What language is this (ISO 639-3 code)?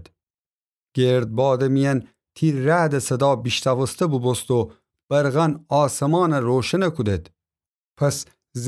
glk